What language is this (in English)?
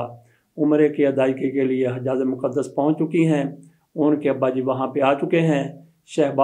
Urdu